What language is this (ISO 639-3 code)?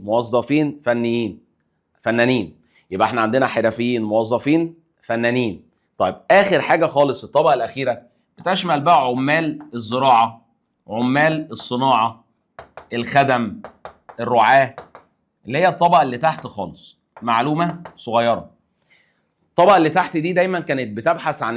arz